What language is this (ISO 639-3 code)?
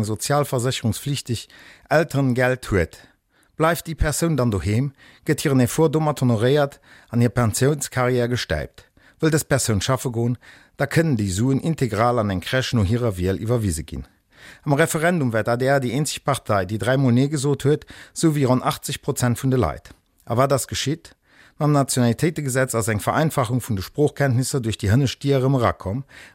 ltz